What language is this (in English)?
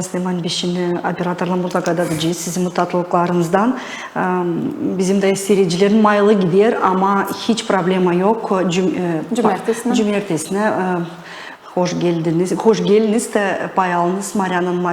Gagauz